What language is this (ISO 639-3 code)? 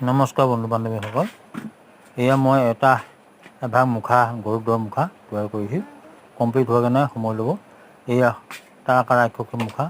asm